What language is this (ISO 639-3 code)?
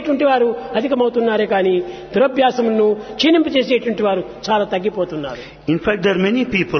tel